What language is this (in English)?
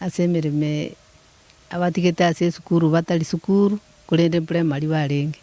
Gusii